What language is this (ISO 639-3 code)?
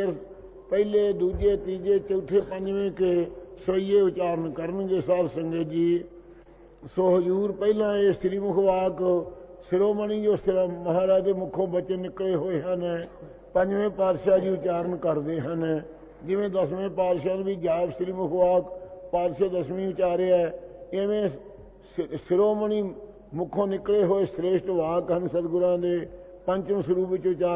pan